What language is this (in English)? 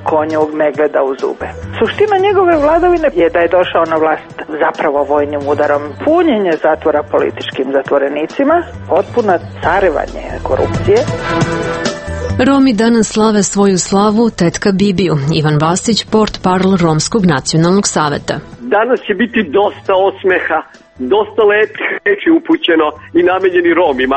Serbian